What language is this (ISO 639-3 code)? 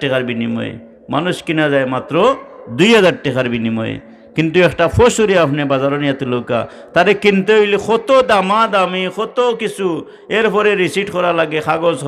syl